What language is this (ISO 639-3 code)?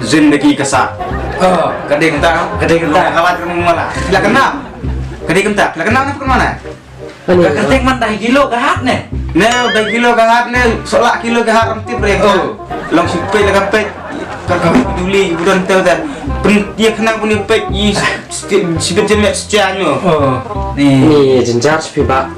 kha